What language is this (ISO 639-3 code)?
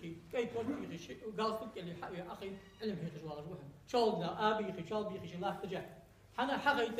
inh